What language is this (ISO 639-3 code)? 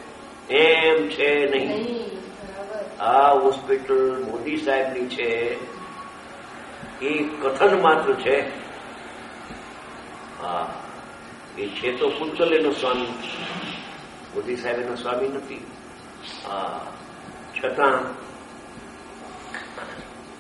guj